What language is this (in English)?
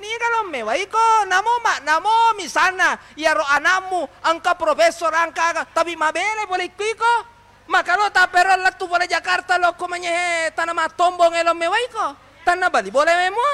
Buginese